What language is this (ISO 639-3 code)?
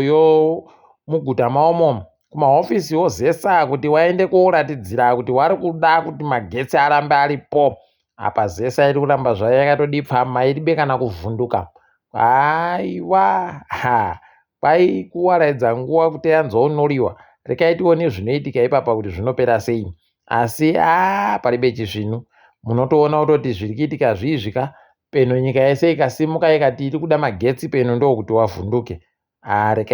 ndc